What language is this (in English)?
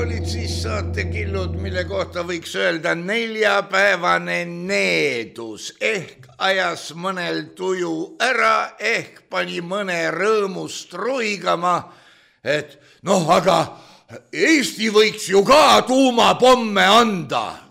Estonian